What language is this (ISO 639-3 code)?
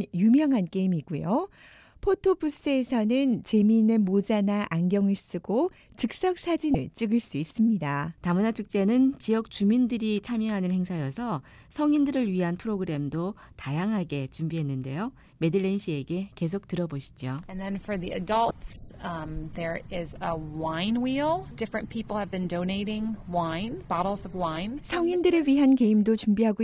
kor